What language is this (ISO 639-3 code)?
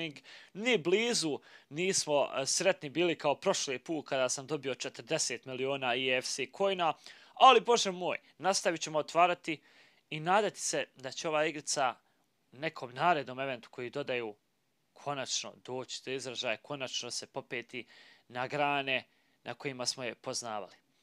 bos